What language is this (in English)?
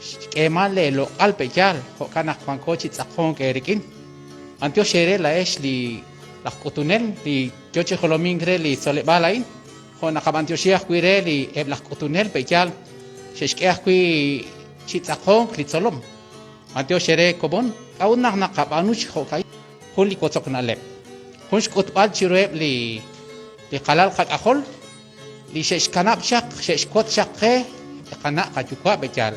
Kekchí